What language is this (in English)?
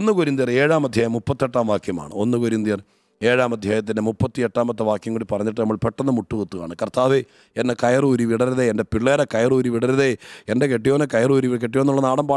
Malayalam